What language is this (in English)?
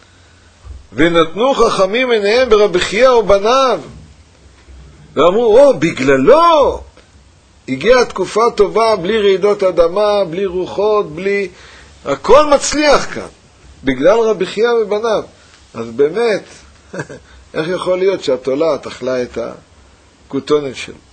Hebrew